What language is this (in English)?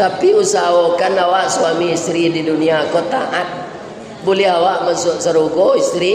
Minangkabau